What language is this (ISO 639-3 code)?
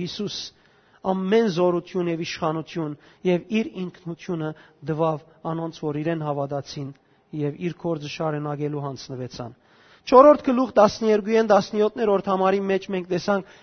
hyw